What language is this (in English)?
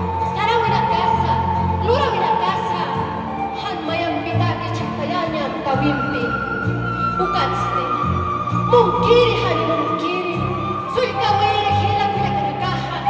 Aymara